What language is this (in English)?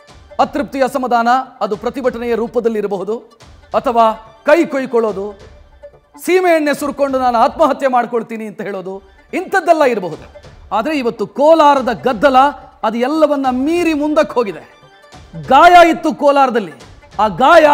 Kannada